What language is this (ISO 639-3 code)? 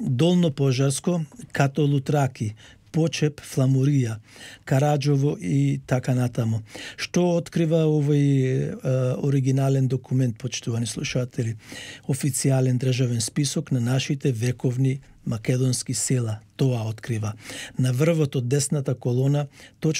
mkd